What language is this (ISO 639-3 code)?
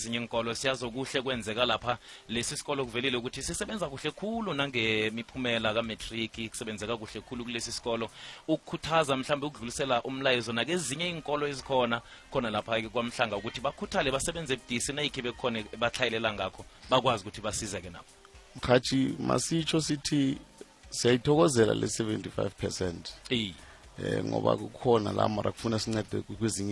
nbl